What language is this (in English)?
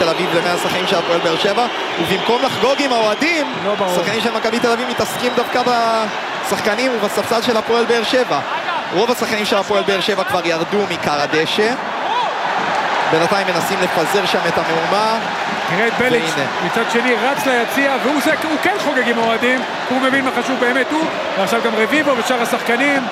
Hebrew